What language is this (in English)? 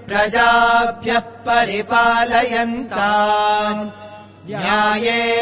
Sanskrit